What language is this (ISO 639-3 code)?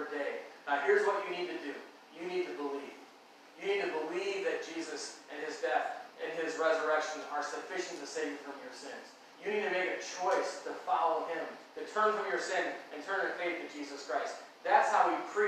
eng